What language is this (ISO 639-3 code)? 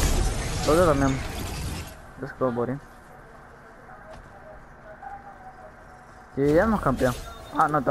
spa